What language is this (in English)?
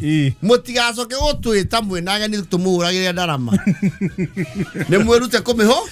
Kikuyu